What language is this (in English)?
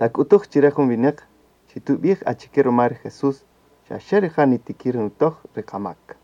Kaqchikel